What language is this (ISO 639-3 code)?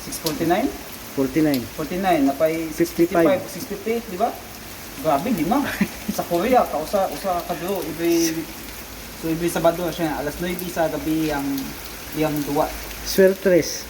ceb